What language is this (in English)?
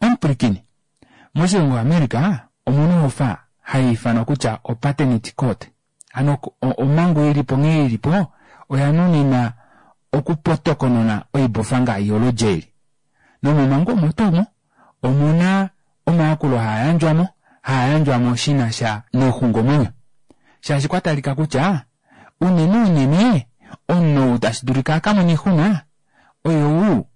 Kuanyama